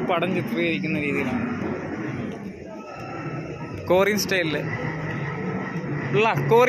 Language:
Malayalam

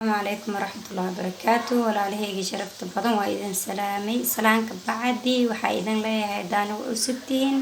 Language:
Somali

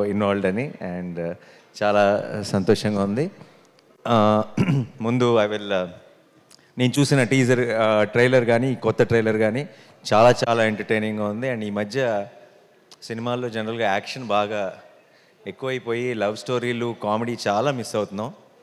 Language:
Telugu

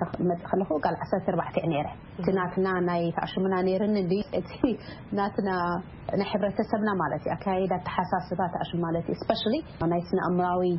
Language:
Tigrinya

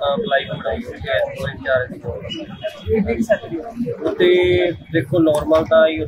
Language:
Punjabi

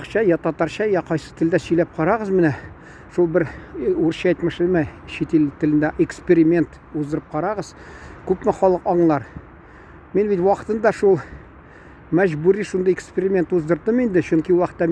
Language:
Tatar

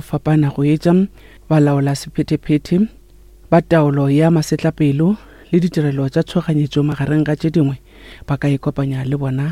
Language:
Northern Sotho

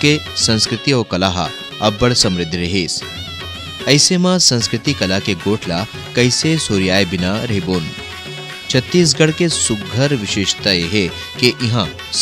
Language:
Chhattisgarhi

